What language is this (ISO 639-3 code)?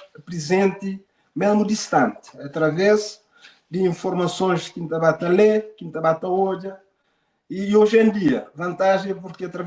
kea